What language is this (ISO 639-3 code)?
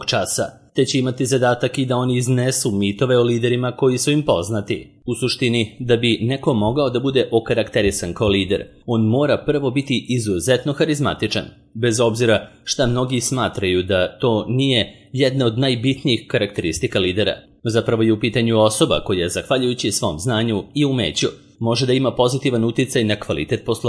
srp